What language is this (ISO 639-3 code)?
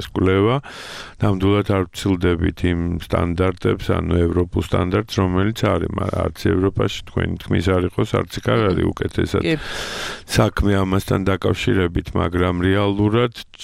kat